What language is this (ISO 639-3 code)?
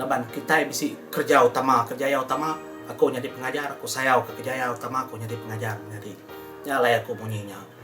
iba